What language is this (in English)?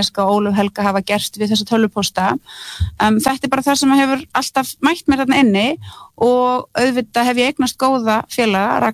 Icelandic